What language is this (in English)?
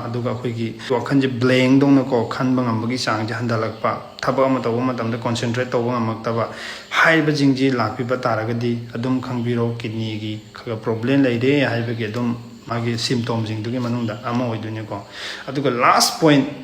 Manipuri